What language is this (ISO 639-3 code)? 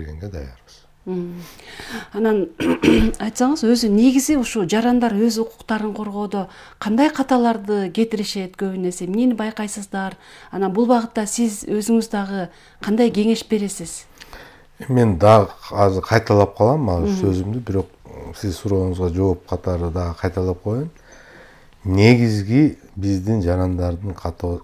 kir